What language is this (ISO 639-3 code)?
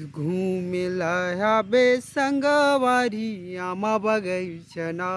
hne